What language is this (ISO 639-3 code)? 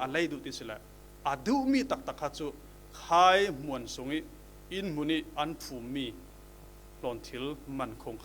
cfm